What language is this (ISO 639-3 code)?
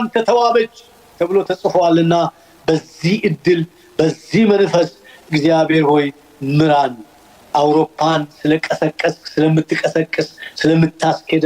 amh